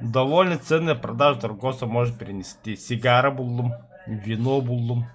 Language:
Yakut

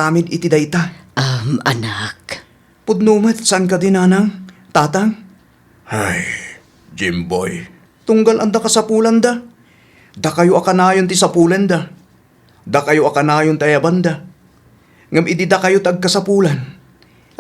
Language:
Iloko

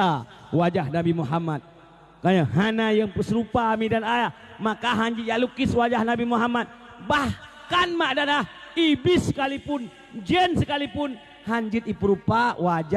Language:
Achinese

